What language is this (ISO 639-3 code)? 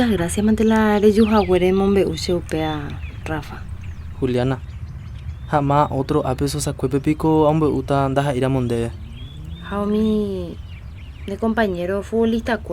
grn